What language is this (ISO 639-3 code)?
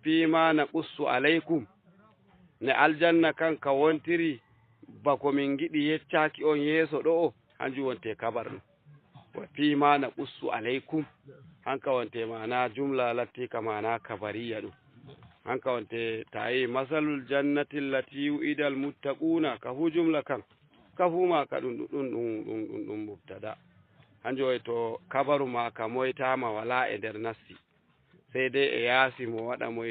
ful